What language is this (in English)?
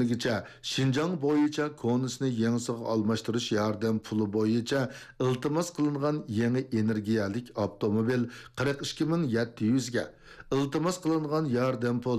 Uyghur